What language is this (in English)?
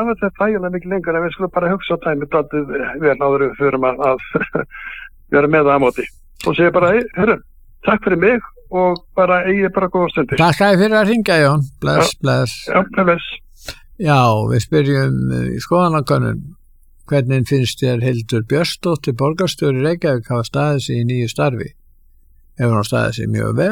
Icelandic